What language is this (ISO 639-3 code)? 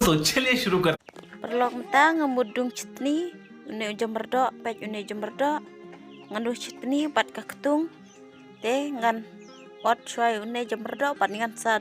kha